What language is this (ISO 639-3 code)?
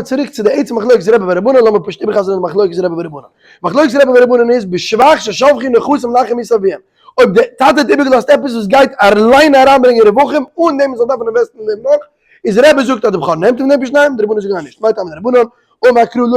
yid